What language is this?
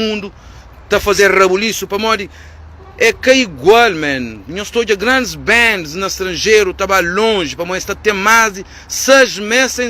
Kabuverdianu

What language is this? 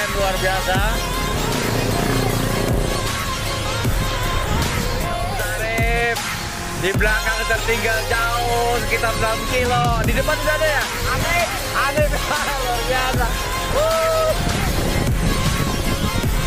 Indonesian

